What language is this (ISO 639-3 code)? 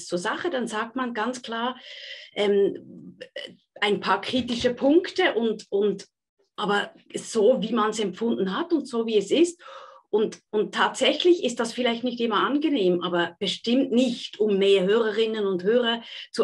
deu